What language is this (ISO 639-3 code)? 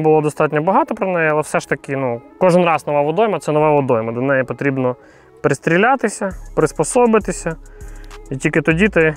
ukr